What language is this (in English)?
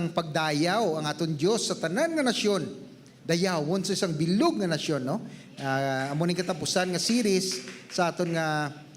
Hiligaynon